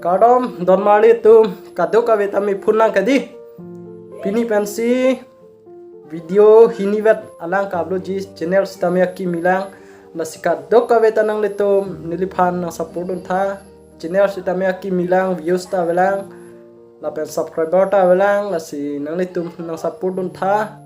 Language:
Karbi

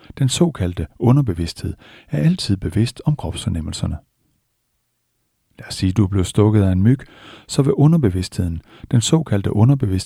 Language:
Danish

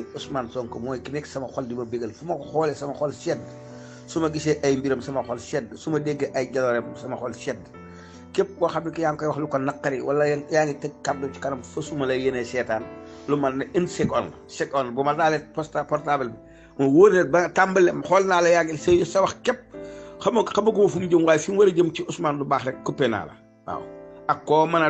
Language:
Wolof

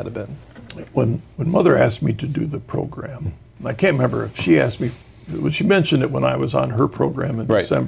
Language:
English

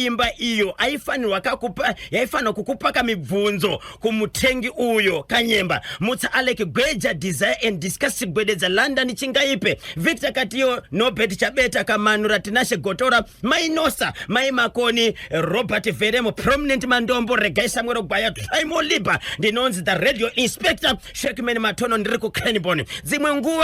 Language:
Shona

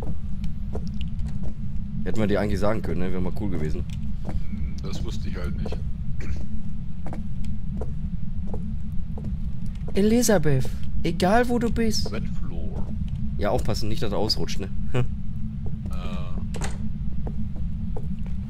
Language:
German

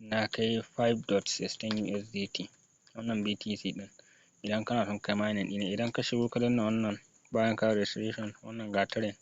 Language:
Hausa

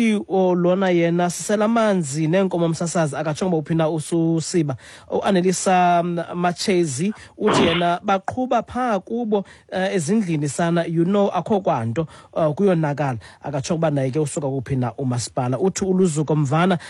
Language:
Xhosa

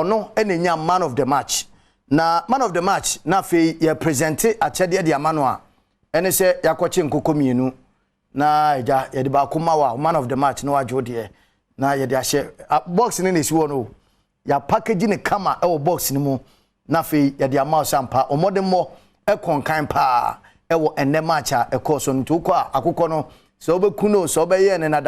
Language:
Akan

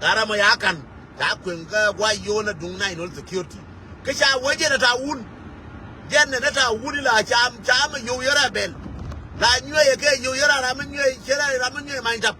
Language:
Nuer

